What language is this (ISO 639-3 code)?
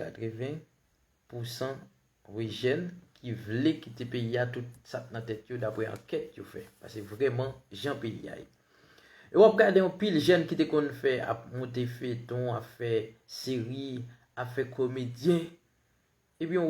hat